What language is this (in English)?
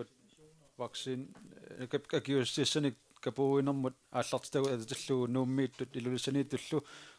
Kalaallisut